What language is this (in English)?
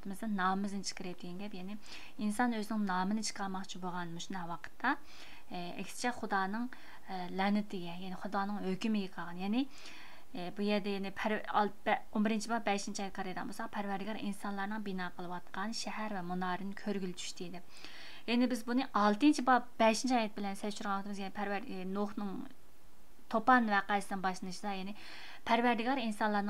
Uyghur